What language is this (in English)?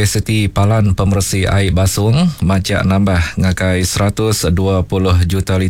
Iban